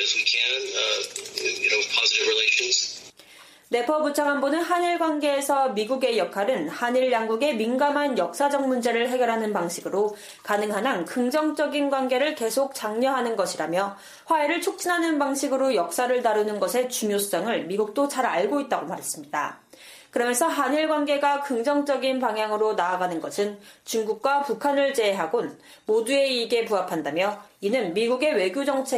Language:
Korean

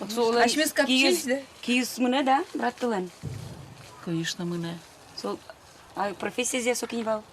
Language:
Udmurt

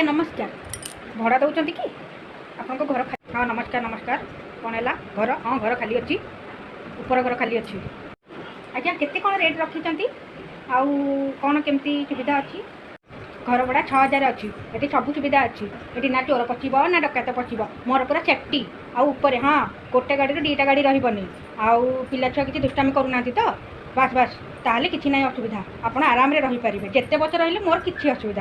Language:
Odia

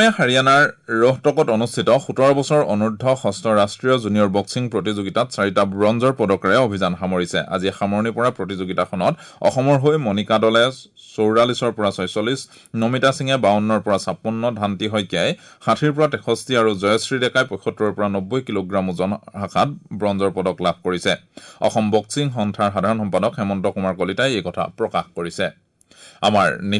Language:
Assamese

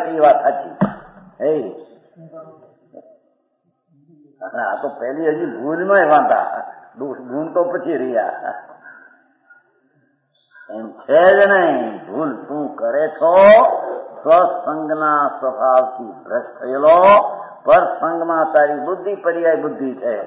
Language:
Gujarati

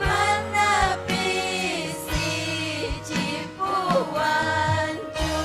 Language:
Ayacucho Quechua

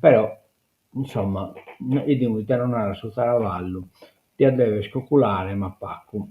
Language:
Sardinian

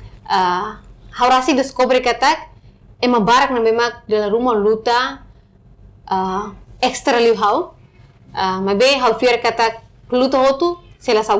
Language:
Tetum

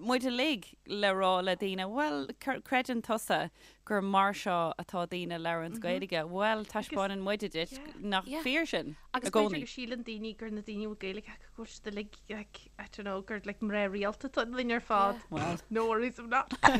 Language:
Irish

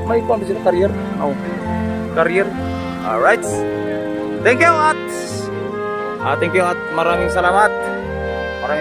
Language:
Filipino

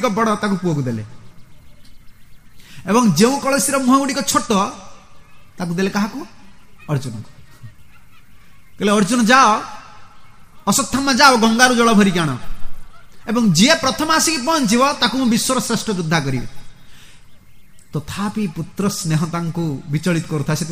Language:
Odia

